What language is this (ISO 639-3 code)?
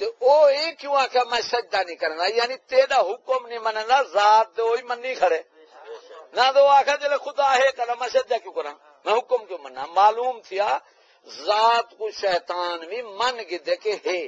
skr